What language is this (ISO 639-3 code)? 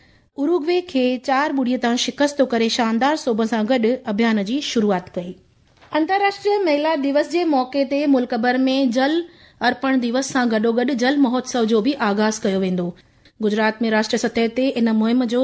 snd